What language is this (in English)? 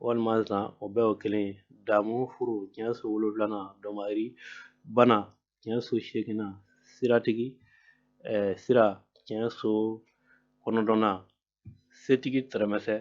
Bambara